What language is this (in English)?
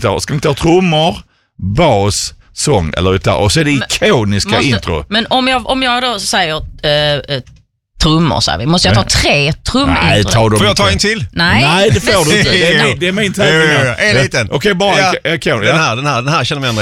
Swedish